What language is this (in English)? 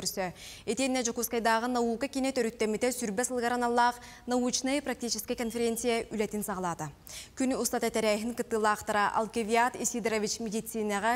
Yakut